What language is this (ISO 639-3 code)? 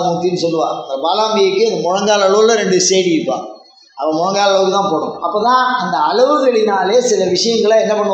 tam